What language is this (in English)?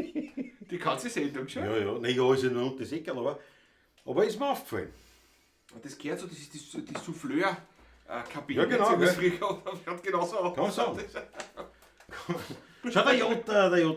Bavarian